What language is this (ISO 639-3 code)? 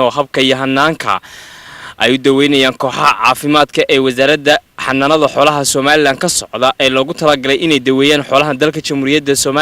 som